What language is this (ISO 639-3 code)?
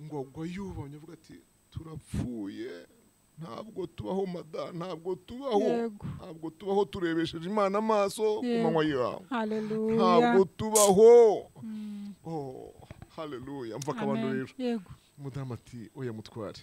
kin